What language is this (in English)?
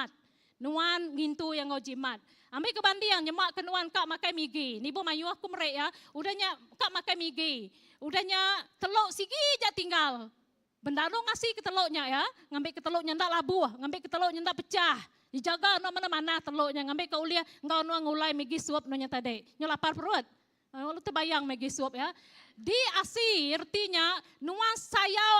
Iban